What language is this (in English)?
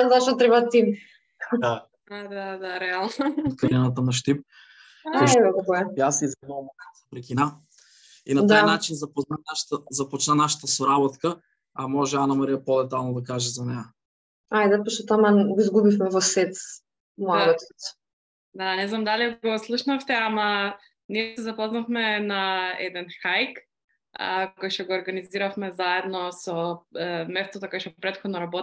Macedonian